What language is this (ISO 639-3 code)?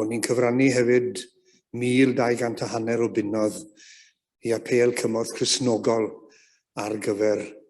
cym